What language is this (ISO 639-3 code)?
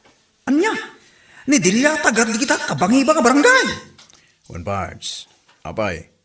ilo